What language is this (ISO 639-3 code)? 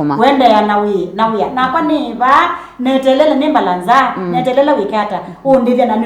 kam